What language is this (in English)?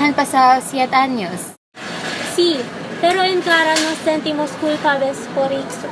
Aragonese